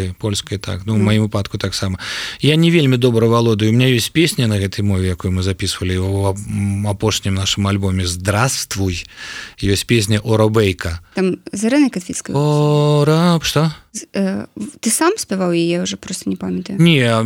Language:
Belarusian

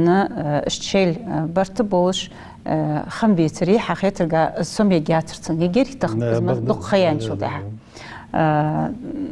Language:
Ingush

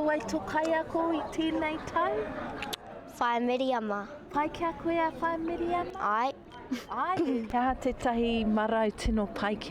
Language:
Māori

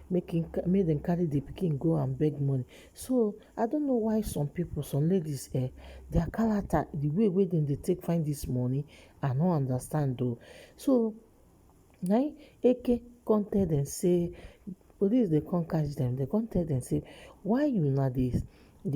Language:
Nigerian Pidgin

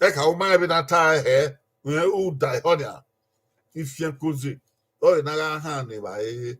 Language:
Bini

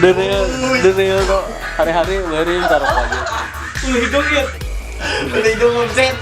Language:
Banjar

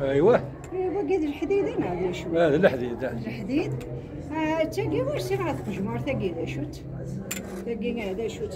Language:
Kabyle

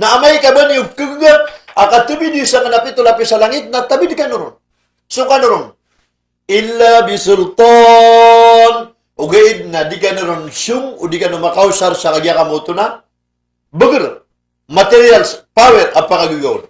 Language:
Maranao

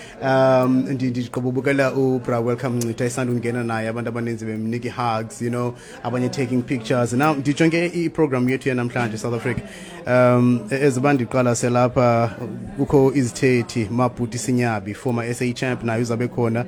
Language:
Xhosa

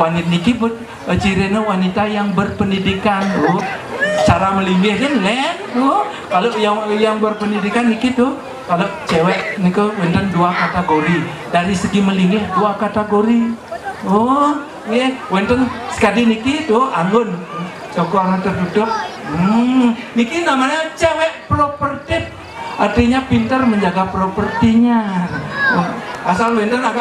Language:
Balinese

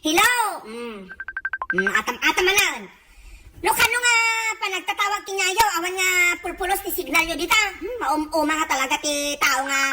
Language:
Iloko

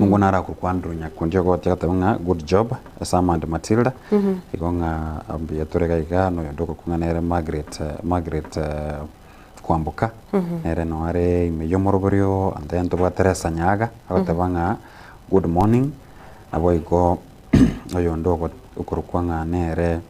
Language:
Gusii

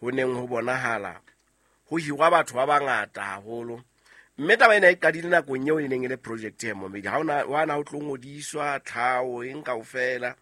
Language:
Southern Sotho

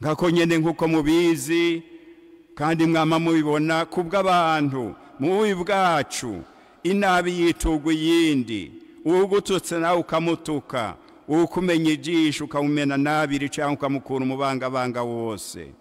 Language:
Rundi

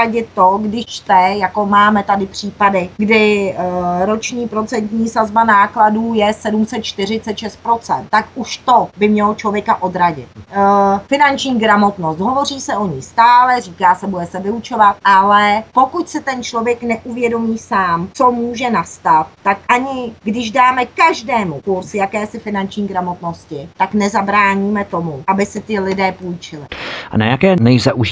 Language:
Czech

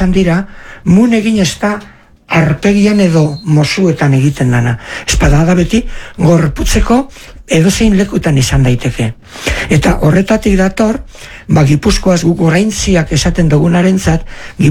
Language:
Basque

